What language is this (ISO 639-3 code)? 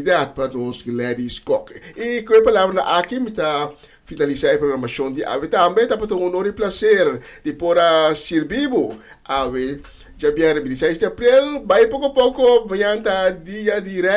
pap